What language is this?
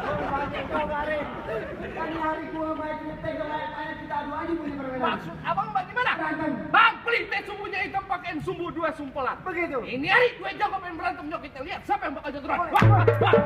Betawi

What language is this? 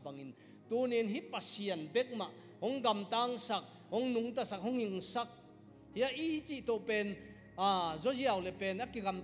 Tedim Chin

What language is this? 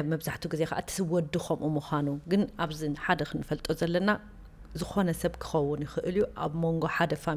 Tigrinya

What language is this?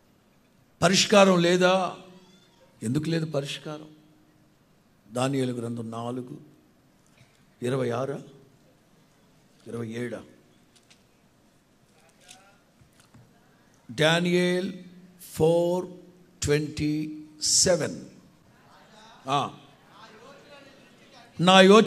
Telugu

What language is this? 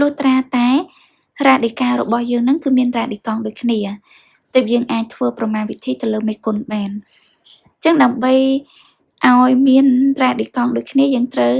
Khmer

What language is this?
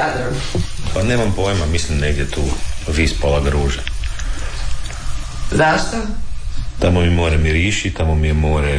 Croatian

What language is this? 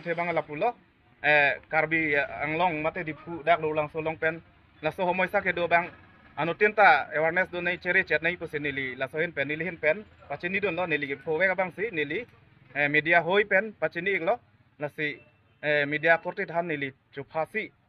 Karbi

